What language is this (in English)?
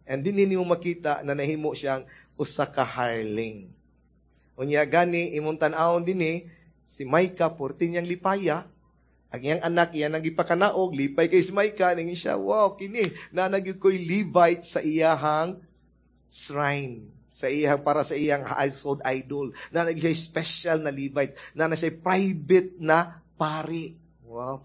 Cebuano